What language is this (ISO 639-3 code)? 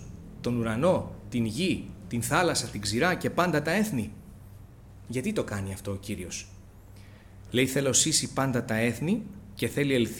ell